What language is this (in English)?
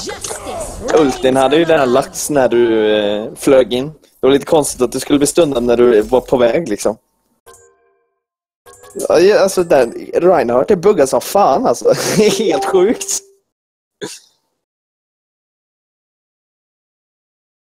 Swedish